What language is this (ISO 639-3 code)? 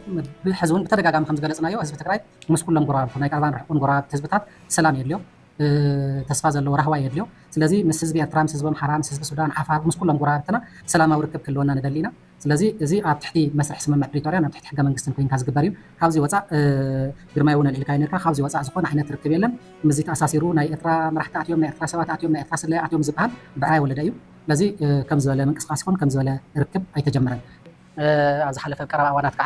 tir